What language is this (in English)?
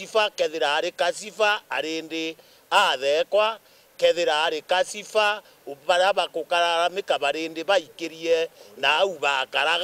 Meru